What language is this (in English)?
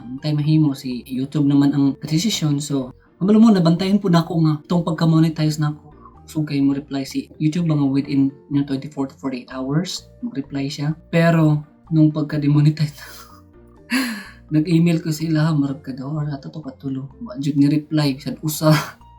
Cebuano